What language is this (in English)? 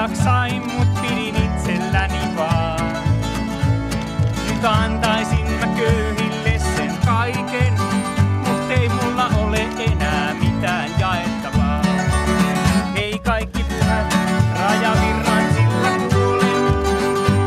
Finnish